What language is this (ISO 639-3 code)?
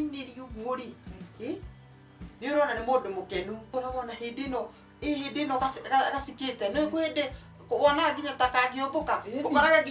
kik